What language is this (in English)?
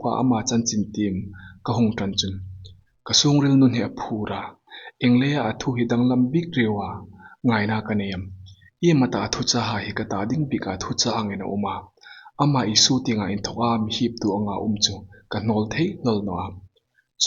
Hmar